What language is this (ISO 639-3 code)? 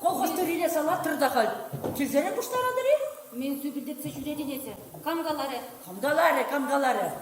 chv